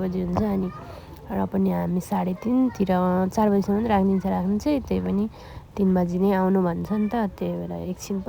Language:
Nepali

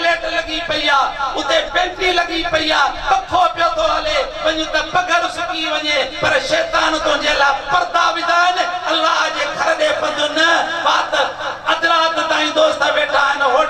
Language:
Sindhi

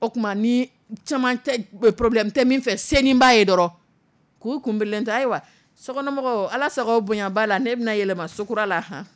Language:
Dyula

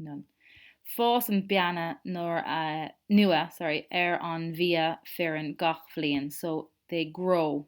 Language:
Irish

